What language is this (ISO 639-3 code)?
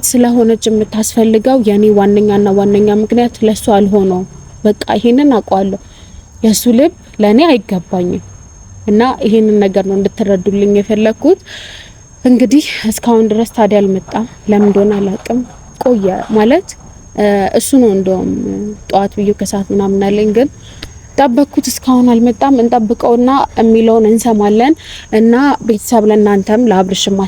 amh